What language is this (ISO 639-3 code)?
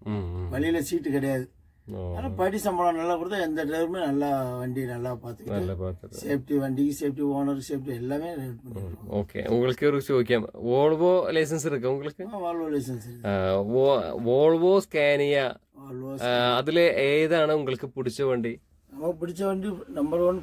tam